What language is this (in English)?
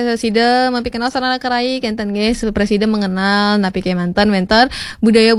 Balinese